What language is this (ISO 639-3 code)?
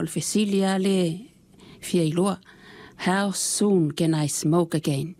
smo